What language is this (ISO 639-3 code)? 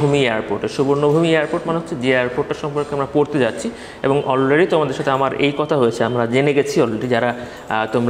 ben